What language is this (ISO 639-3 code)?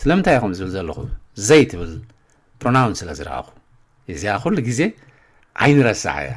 tir